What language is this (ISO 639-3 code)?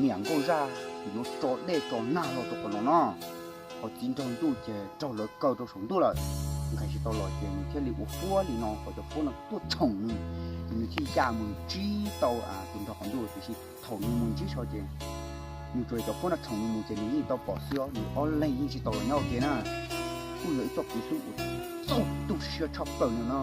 hmn